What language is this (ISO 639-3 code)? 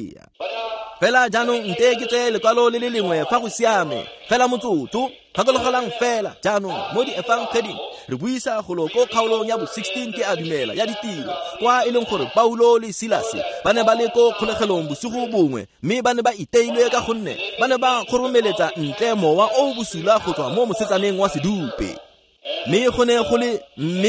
tsn